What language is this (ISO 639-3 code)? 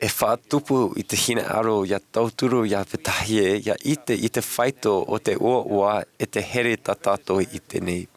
tah